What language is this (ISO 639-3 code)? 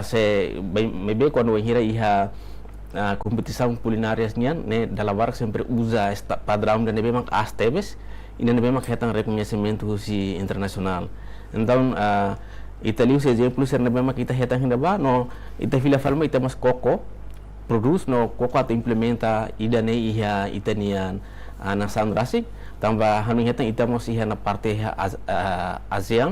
tet